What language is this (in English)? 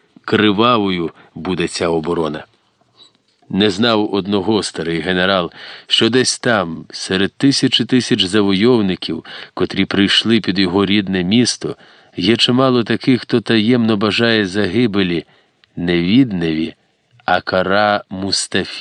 Ukrainian